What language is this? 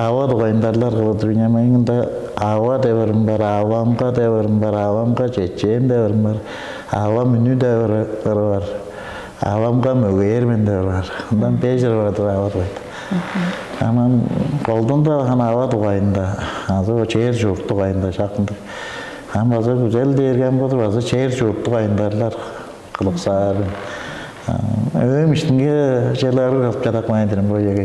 Tuvinian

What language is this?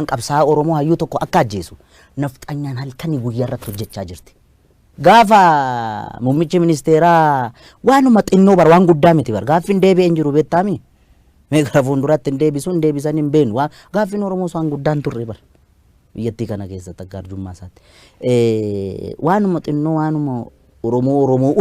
Oromo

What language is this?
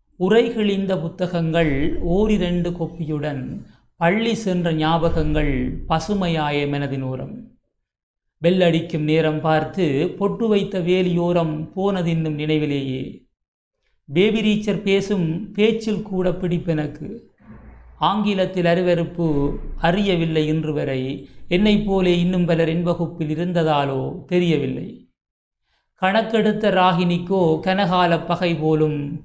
Tamil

